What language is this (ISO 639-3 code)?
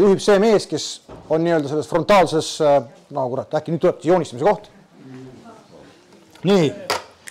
est